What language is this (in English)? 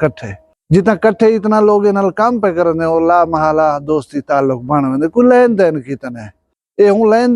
Saraiki